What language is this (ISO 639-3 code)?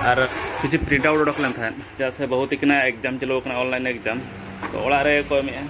sat